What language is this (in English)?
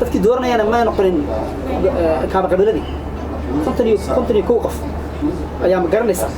Somali